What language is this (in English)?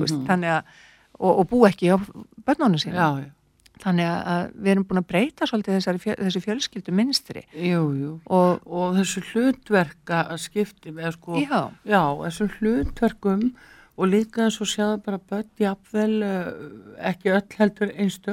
Icelandic